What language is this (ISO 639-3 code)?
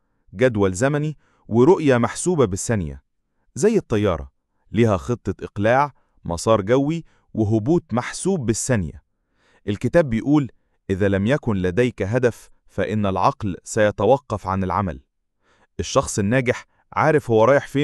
arz